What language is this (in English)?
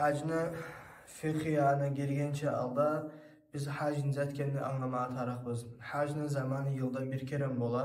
Kumyk